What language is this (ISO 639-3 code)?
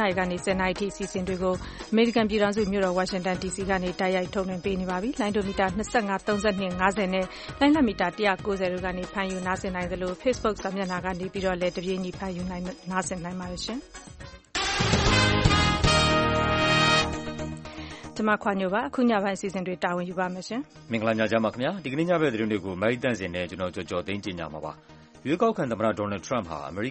mya